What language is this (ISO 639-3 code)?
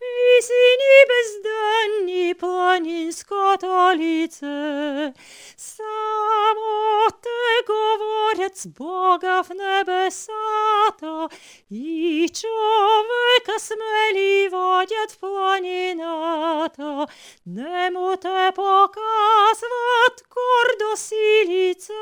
bul